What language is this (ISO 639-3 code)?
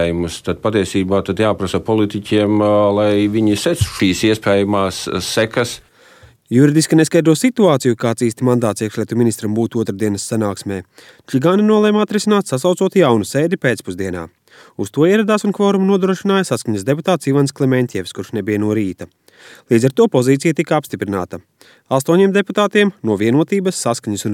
lav